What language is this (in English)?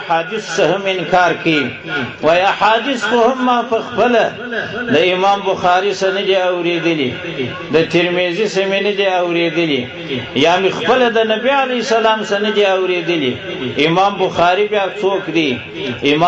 Pashto